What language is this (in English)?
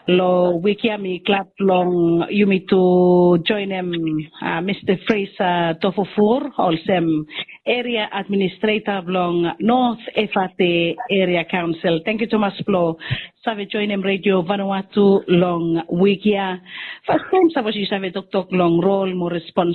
Bislama